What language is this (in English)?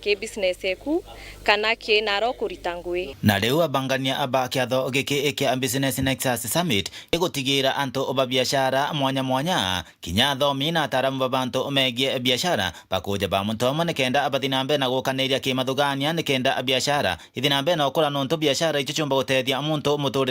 Meru